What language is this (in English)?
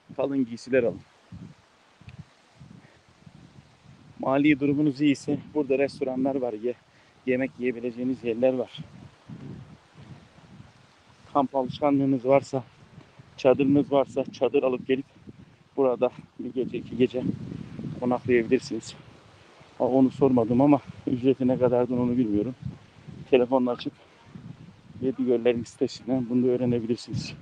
Turkish